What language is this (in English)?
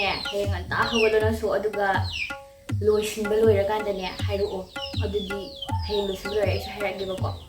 Manipuri